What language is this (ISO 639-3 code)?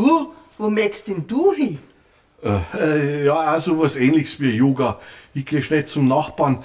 bar